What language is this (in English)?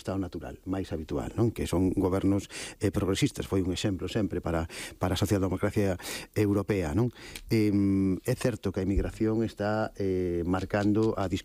Galician